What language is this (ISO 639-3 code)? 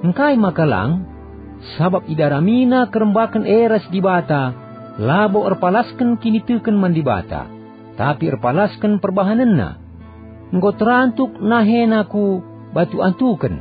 btx